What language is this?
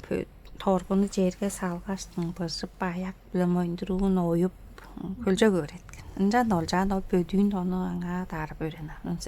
Tuvinian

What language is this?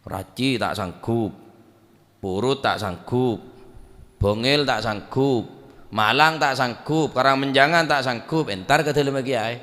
Madurese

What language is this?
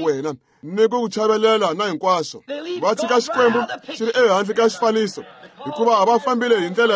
Tsonga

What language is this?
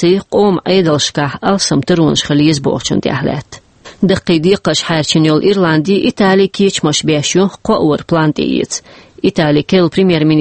Chechen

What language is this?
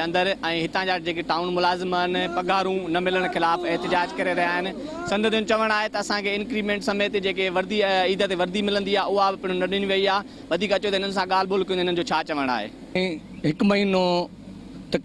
Sindhi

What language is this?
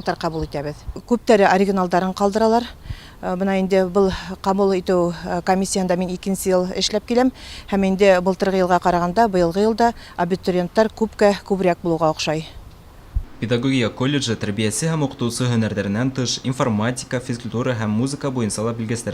Bashkir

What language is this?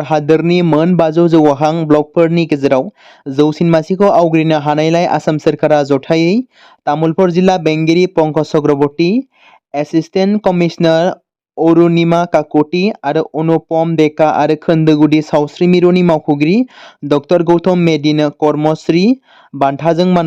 Bodo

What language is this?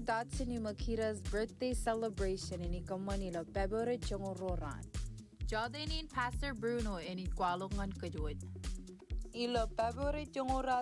Marshallese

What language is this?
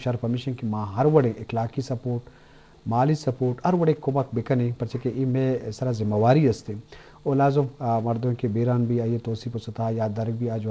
Eastern Balochi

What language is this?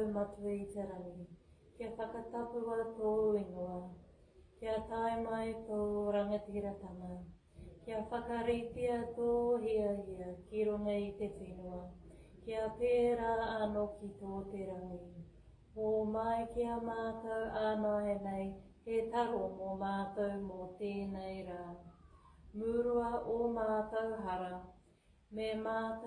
Māori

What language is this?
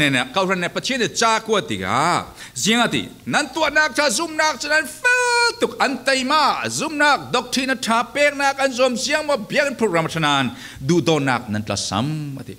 Falam Chin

